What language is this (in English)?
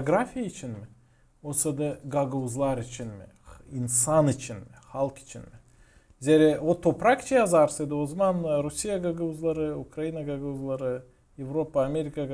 Gagauz